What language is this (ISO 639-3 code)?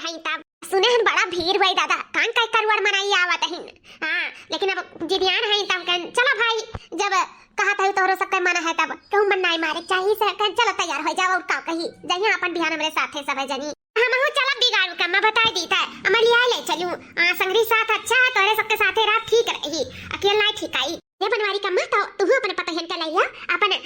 awa